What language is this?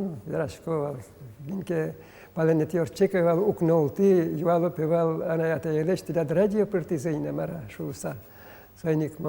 Udmurt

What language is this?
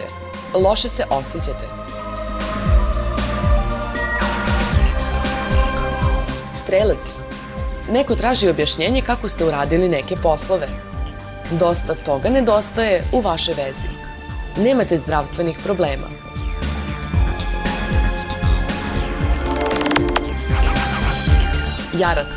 Bosnian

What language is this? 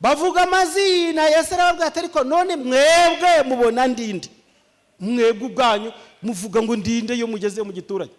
Kinyarwanda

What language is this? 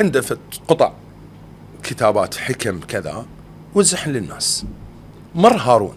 Mesopotamian Arabic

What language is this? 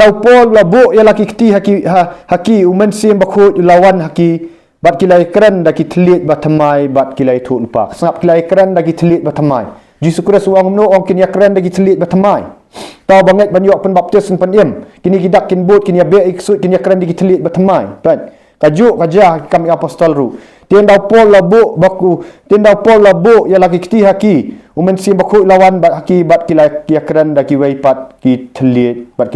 Khasi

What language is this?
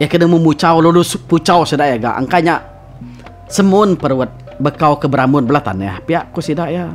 Iban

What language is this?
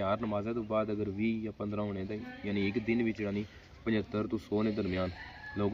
Pahari-Potwari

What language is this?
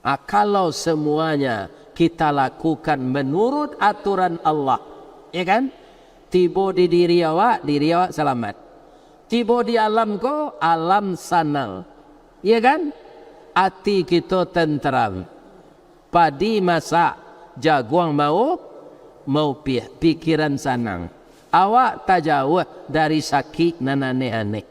Minangkabau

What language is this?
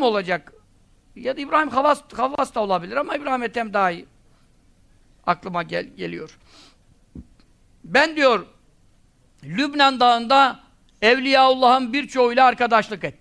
Turkish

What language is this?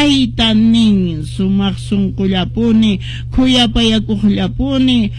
Quechua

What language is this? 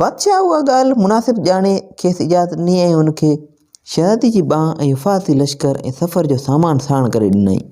Sindhi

